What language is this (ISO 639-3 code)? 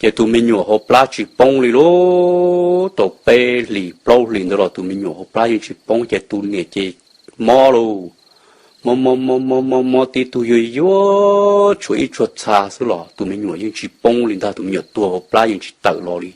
hmn